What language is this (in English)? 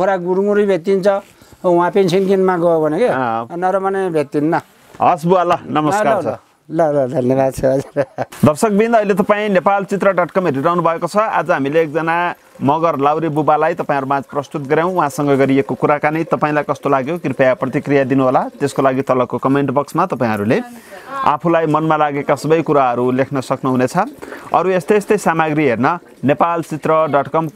Nepali